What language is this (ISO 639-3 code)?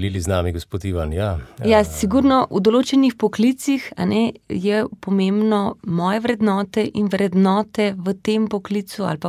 slv